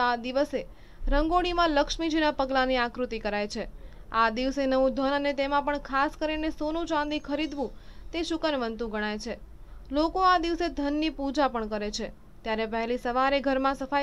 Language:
Gujarati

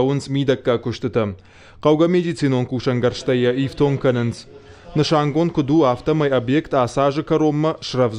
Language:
Ossetic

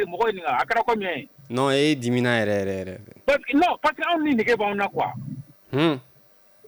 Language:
Bambara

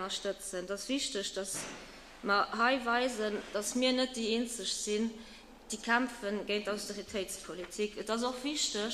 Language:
Luxembourgish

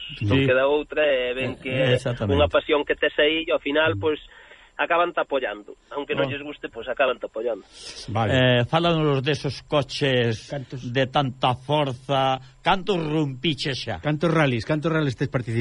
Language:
Galician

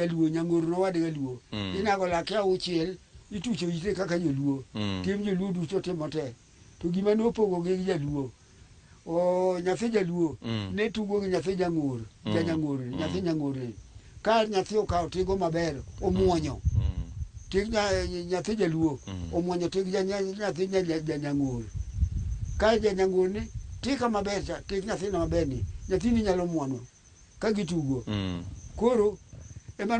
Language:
Luo (Kenya and Tanzania)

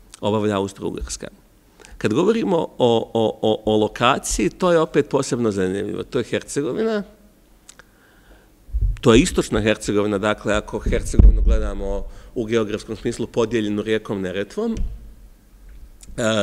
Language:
Serbian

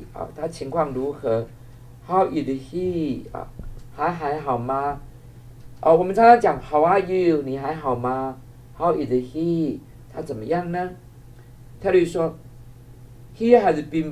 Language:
Chinese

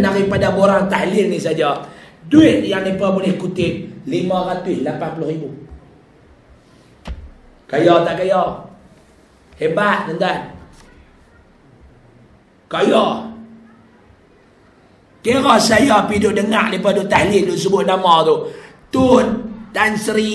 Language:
Malay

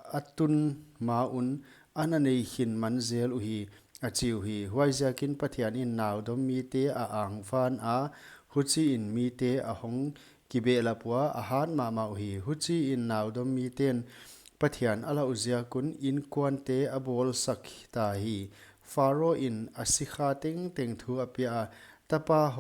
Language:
Paite Chin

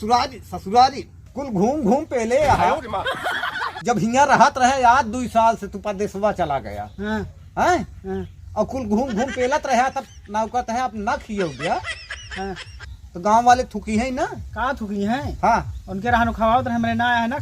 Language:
Awadhi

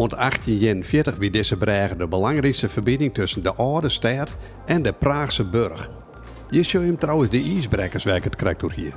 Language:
Western Frisian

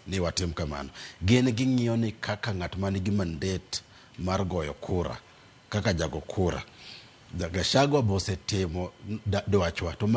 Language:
Luo (Kenya and Tanzania)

